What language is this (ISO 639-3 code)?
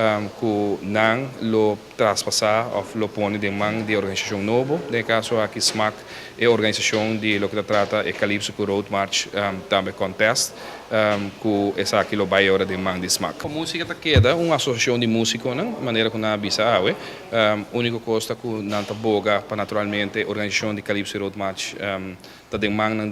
pap